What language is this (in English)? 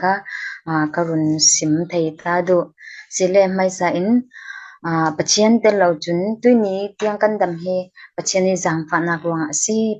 Falam Chin